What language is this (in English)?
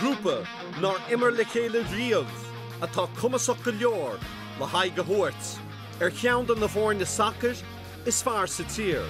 Irish